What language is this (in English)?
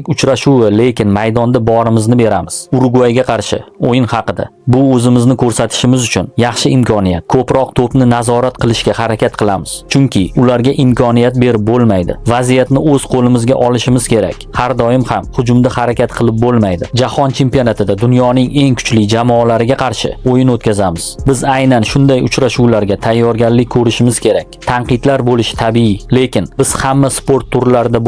Uzbek